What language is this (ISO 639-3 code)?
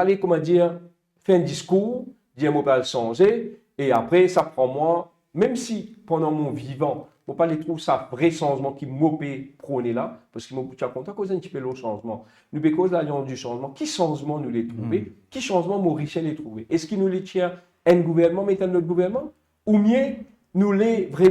mfe